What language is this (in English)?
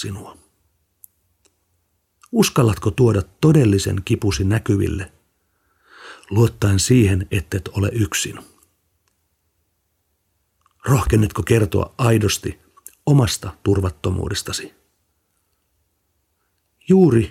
Finnish